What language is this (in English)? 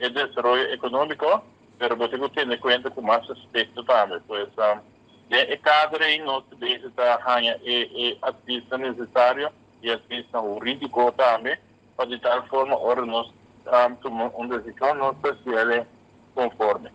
Papiamento